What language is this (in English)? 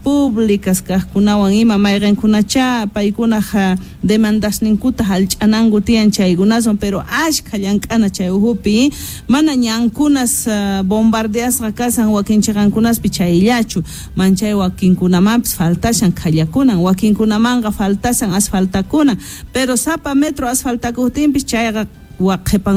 South Bolivian Quechua